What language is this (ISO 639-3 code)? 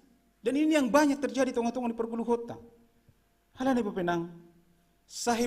bts